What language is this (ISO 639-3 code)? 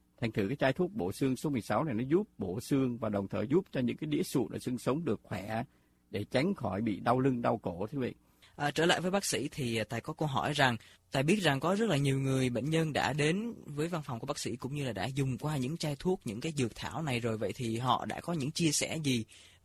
vie